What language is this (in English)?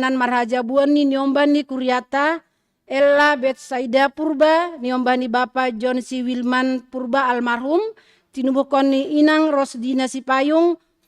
Batak Simalungun